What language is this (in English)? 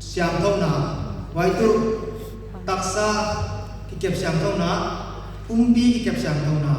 Paite Chin